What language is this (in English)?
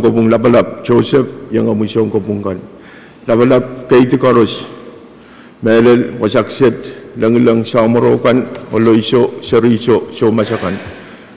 Pohnpeian